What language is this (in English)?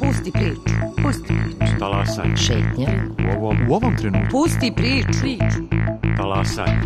Serbian